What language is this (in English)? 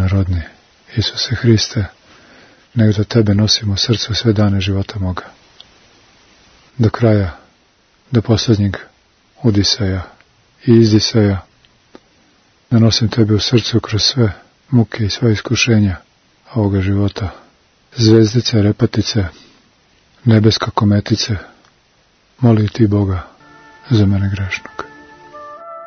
Serbian